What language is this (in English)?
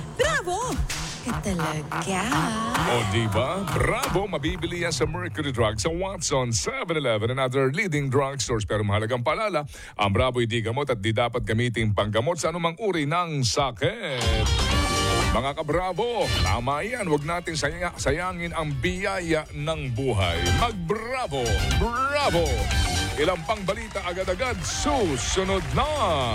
Filipino